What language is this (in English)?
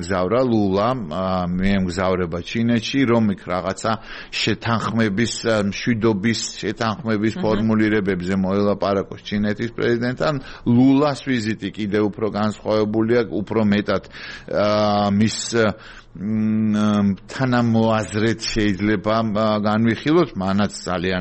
Georgian